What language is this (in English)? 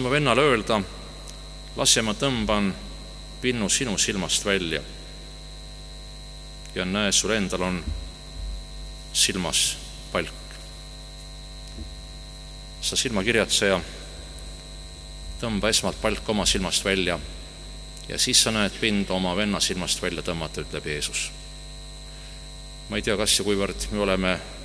Estonian